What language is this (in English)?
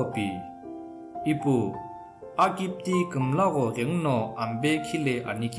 Sumi Naga